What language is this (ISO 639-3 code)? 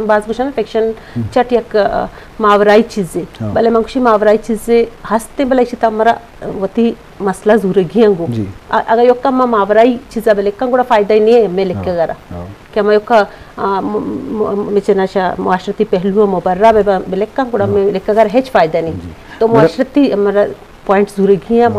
bgp